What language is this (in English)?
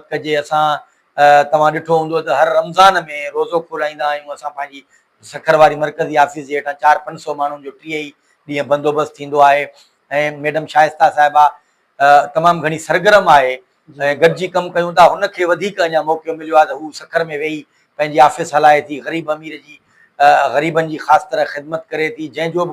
Sindhi